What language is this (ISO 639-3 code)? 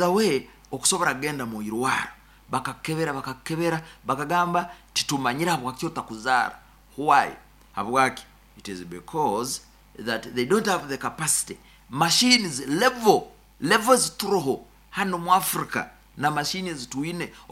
nyo